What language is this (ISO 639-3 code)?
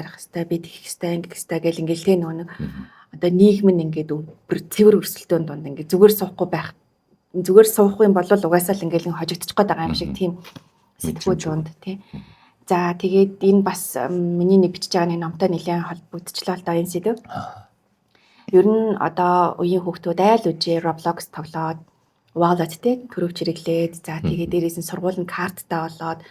mon